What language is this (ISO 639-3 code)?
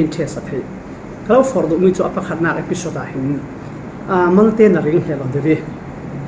cfm